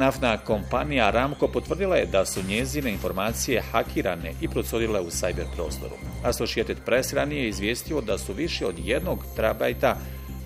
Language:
Bosnian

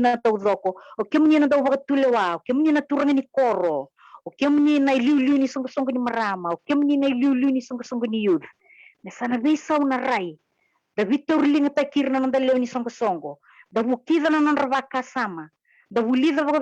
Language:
Fijian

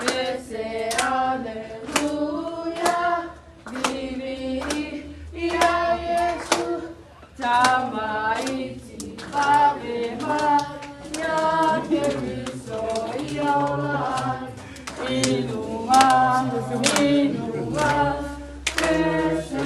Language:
Samoan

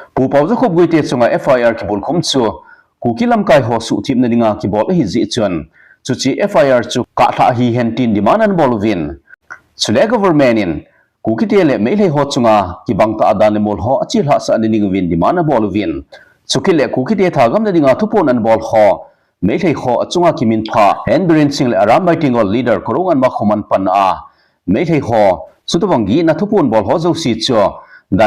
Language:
Thado Chin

